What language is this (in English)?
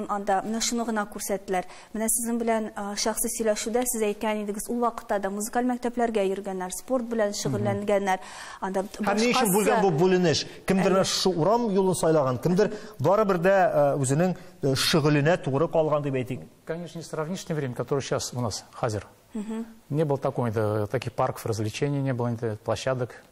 Tatar